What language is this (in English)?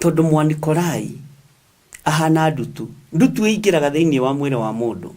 Kikuyu